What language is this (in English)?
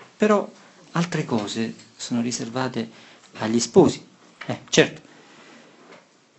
Italian